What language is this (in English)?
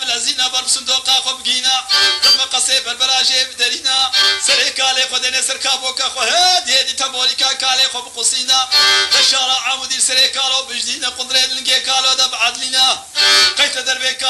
Kurdish